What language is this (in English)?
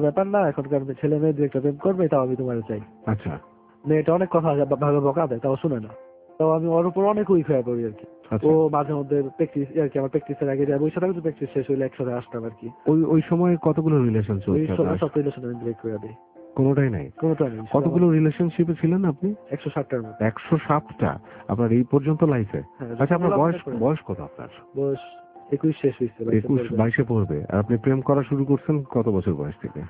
Bangla